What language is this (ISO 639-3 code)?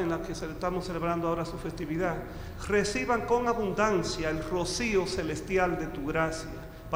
spa